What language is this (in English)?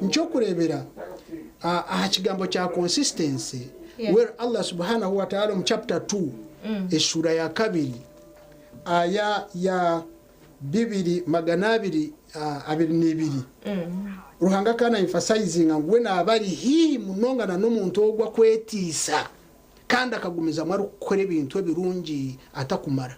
Nyankole